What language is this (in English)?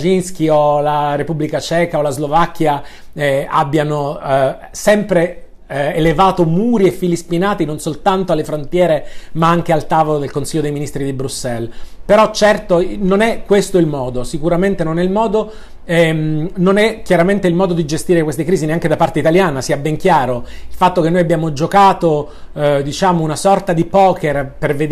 Italian